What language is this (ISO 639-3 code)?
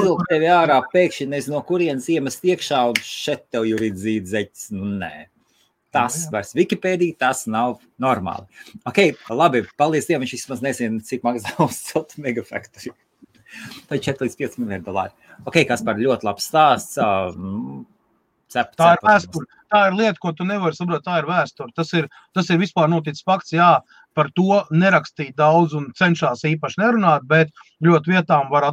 lav